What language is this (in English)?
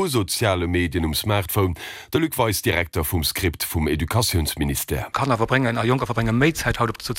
Luxembourgish